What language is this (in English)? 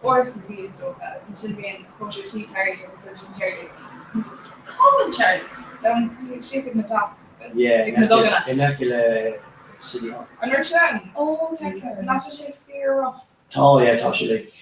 Irish